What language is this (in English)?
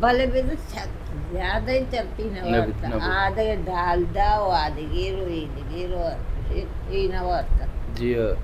Baluchi